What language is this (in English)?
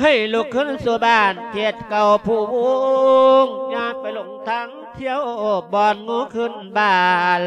Lao